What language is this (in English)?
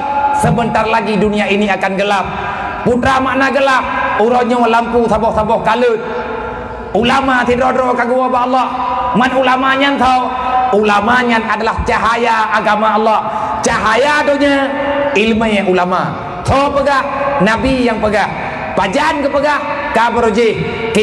Achinese